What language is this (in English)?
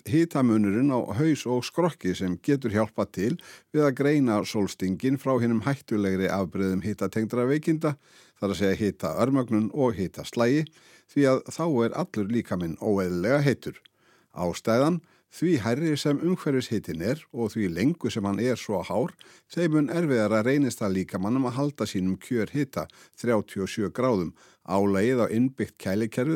Icelandic